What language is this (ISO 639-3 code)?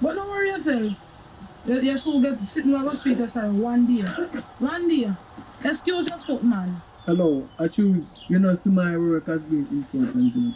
jam